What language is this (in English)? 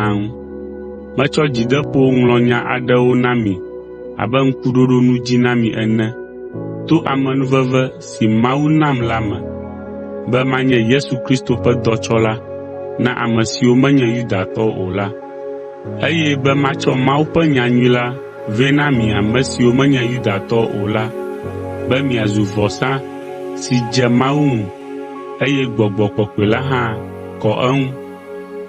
Ewe